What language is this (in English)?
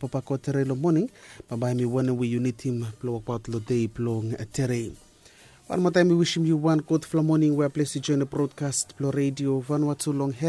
Bislama